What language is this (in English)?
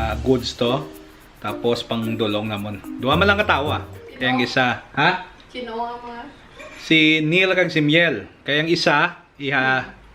Hiligaynon